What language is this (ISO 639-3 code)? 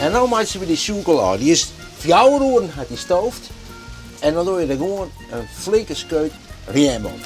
fry